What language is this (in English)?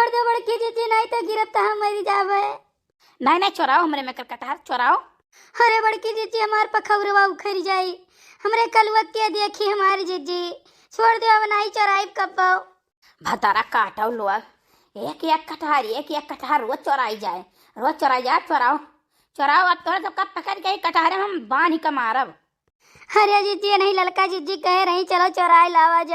Awadhi